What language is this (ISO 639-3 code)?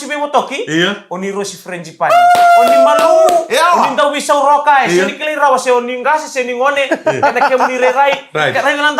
fij